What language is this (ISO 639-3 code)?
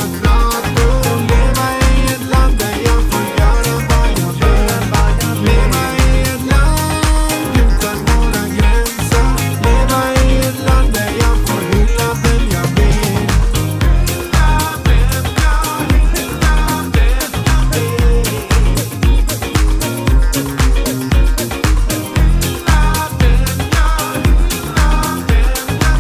swe